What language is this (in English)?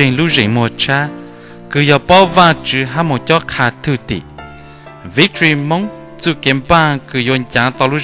Hmong